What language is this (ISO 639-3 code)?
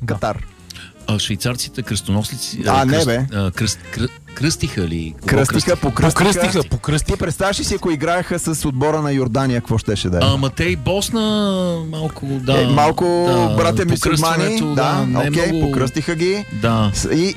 bul